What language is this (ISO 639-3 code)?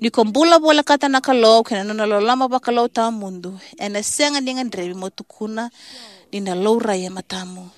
fij